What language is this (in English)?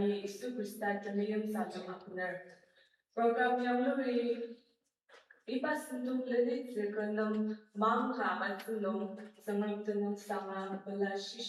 Ao Naga